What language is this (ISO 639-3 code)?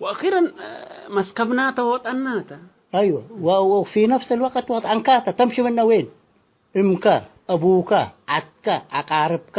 tig